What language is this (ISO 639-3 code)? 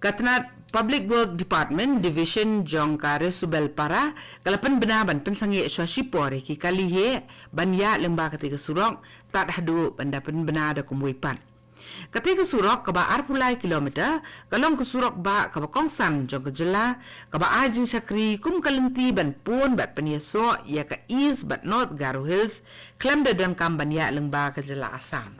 kha